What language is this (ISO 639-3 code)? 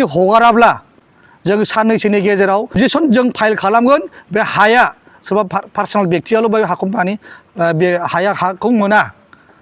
brx